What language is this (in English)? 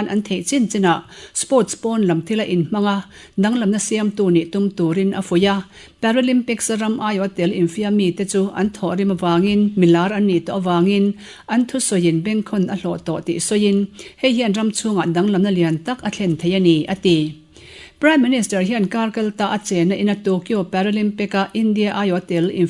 Mizo